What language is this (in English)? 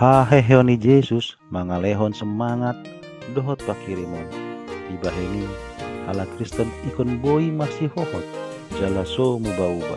Batak Toba